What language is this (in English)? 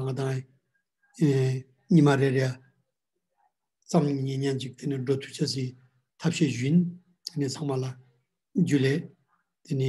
Ladakhi